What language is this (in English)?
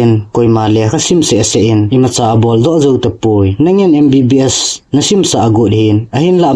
Thado Chin